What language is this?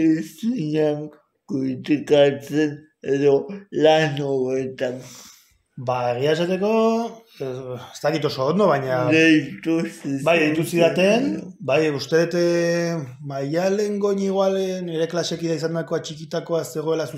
Basque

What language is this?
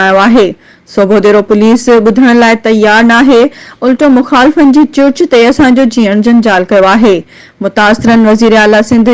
Sindhi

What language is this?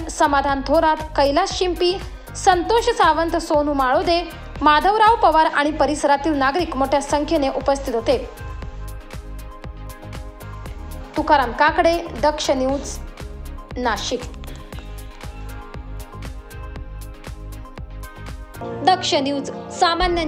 Marathi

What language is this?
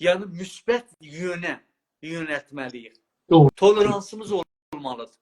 South Azerbaijani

